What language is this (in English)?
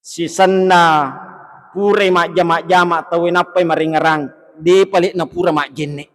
Buginese